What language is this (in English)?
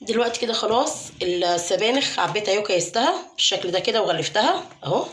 Egyptian Arabic